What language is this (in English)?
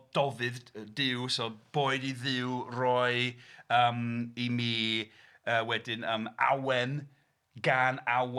Welsh